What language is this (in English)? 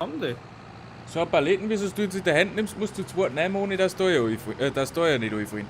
Bavarian